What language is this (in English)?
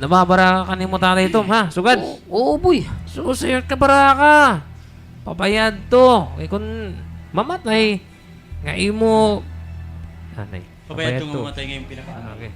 Waray